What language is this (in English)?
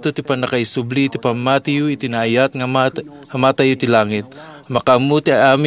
Iloko